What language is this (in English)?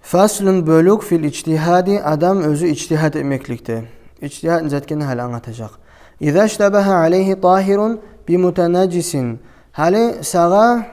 Kumyk